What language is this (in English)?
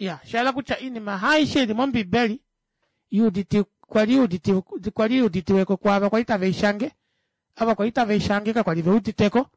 Kuanyama